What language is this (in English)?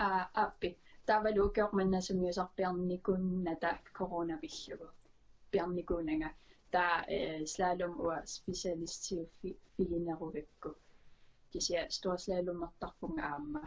Kalaallisut